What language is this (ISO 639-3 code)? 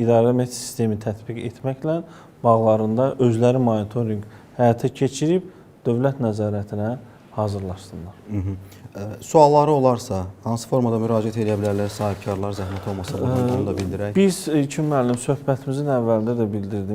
aze